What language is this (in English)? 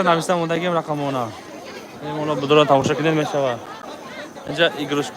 Tajik